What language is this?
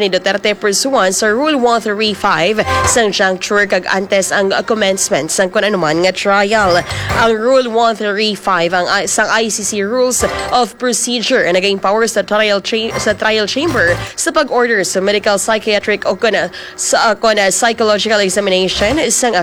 Hiligaynon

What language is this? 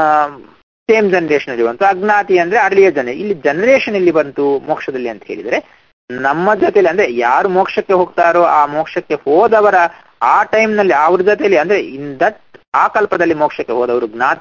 Kannada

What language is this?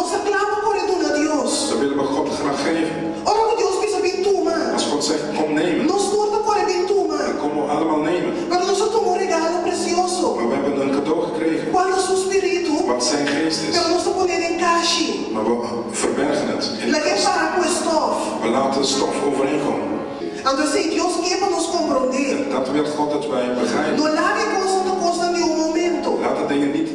Papiamento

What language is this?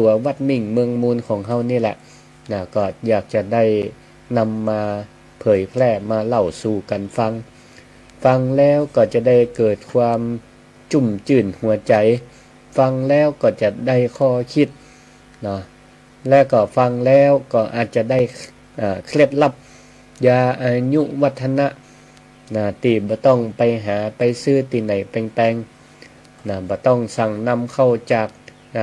Northern Thai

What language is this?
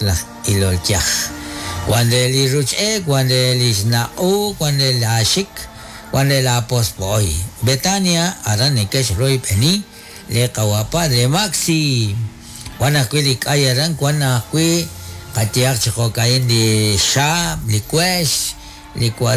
Kekchí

